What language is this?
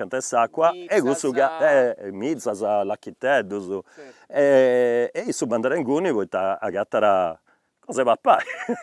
Sardinian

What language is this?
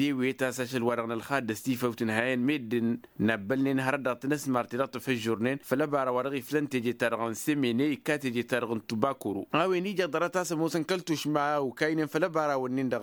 Tamasheq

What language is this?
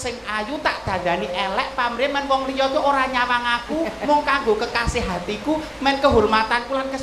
Javanese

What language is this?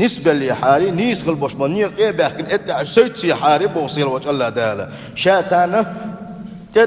Chechen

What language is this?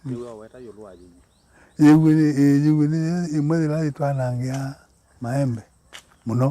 Kamba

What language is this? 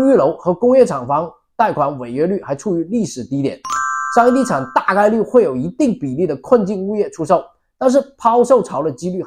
Chinese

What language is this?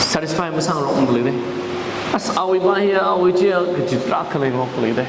Tangkhul Naga (India)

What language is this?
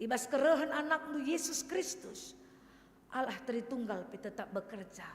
Batak Karo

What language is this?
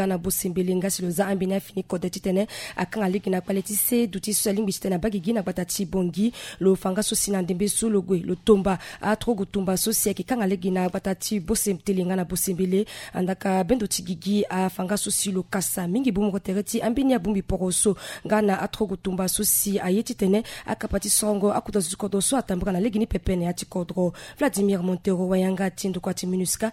Sango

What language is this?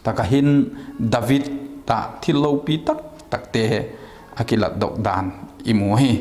Vaiphei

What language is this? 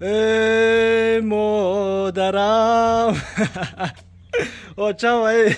Tajik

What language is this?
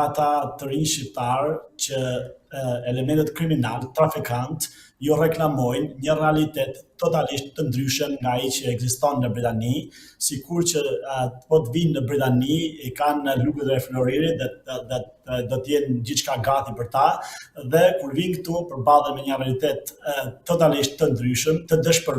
Albanian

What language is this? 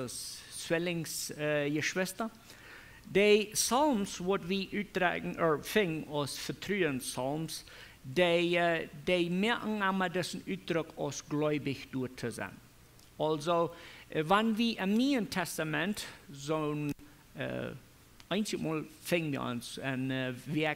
Plautdietsch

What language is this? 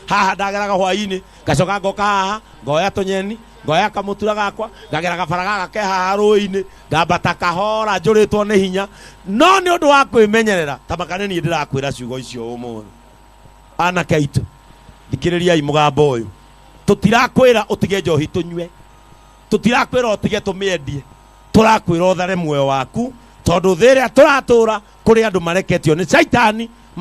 Kikuyu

